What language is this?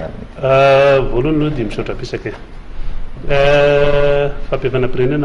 Malagasy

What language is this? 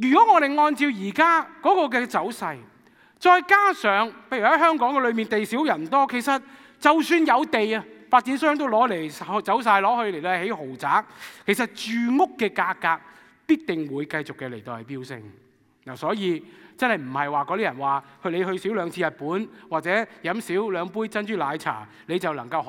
Cantonese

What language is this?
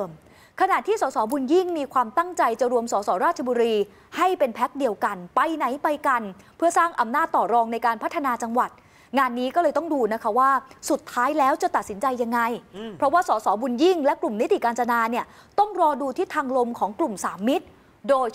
Thai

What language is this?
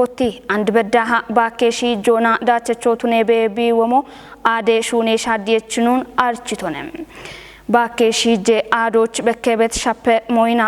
Kafa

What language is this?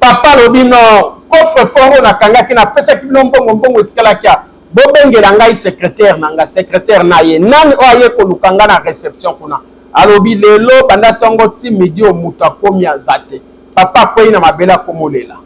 Lingala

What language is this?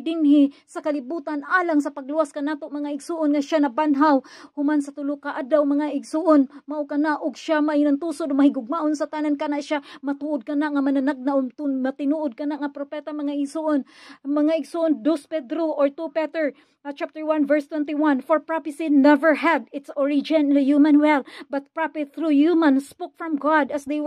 Cebuano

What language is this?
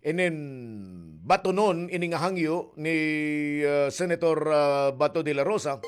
Waray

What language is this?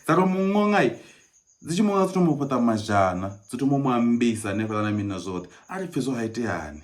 Venda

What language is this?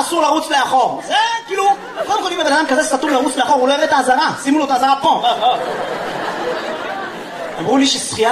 Hebrew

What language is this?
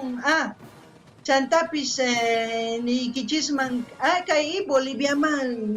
South Bolivian Quechua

